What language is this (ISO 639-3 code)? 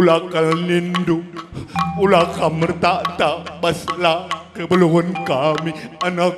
btx